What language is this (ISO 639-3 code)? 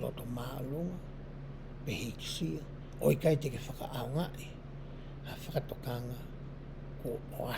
ton